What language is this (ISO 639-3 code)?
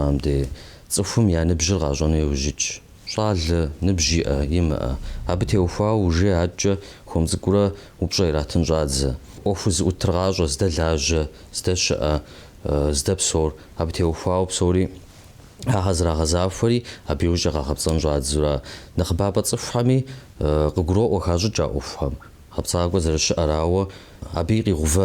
kbd